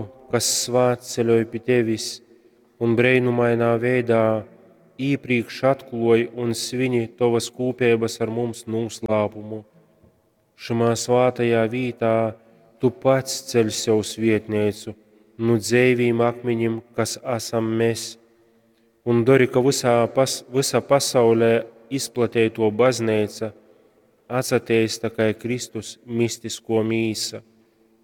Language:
Latgalian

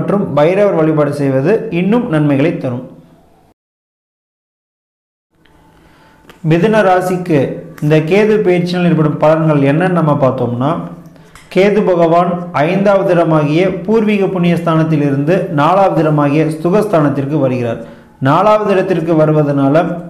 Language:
Tamil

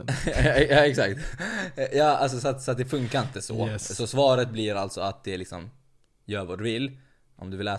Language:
Swedish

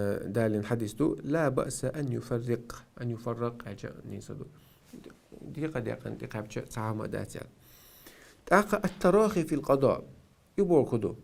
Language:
Chechen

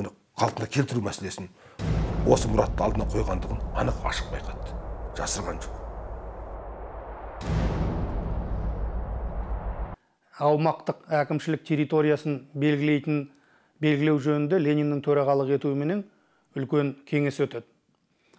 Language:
Kazakh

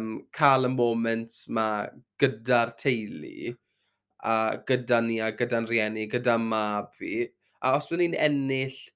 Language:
Welsh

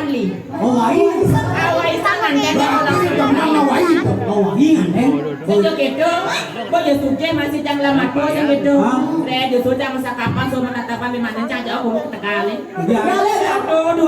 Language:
Balinese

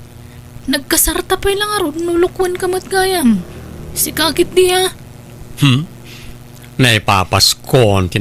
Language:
Iloko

